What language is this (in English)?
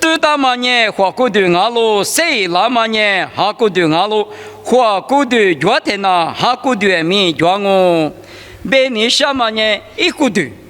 Lisu